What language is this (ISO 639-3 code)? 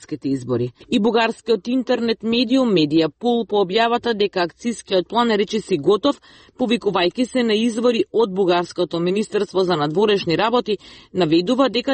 mkd